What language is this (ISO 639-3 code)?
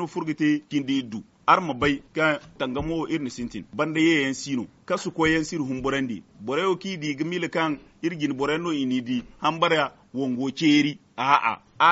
dje